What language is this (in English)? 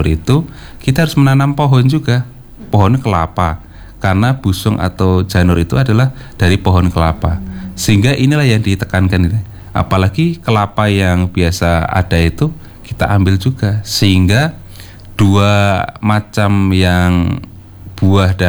Indonesian